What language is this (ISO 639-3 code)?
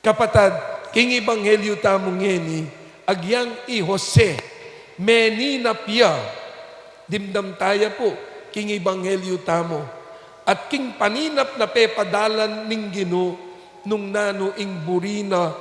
pam